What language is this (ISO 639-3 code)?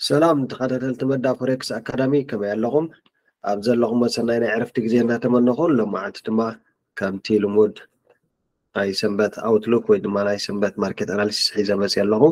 tir